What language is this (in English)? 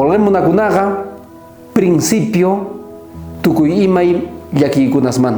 South Bolivian Quechua